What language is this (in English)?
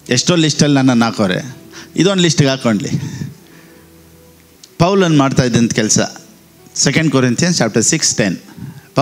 Kannada